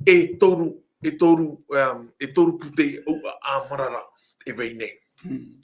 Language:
Tahitian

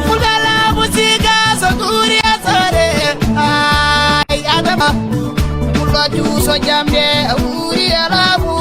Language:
Fula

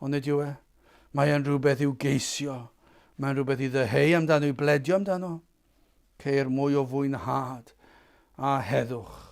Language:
Welsh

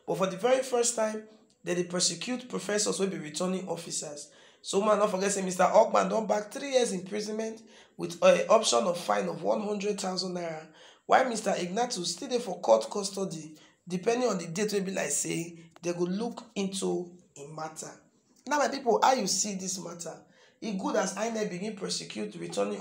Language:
Nigerian Pidgin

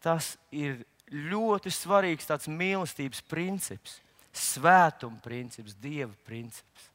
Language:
Latvian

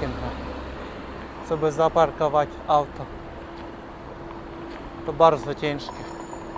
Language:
Polish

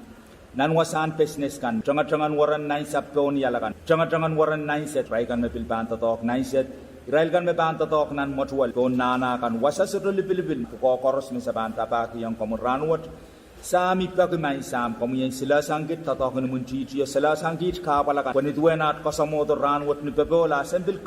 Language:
Pohnpeian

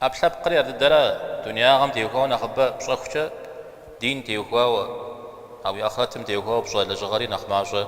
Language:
Kabardian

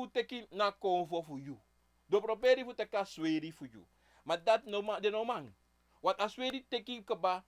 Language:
Sranan Tongo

